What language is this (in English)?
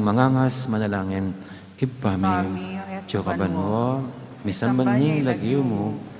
Pampanga